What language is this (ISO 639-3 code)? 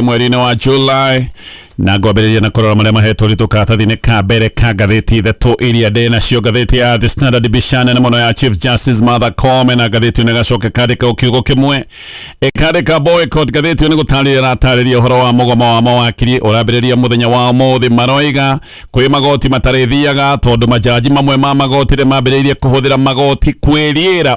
kik